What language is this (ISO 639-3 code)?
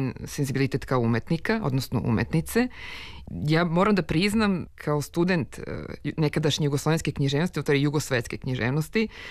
srp